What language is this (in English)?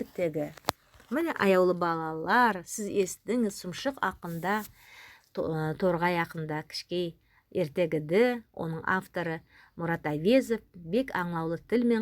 Nogai